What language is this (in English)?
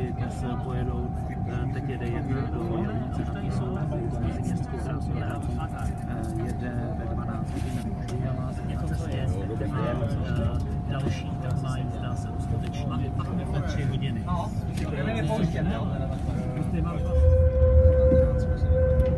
Czech